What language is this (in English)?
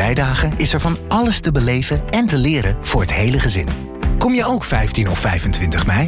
Dutch